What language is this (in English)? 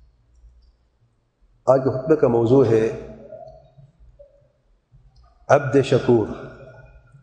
Urdu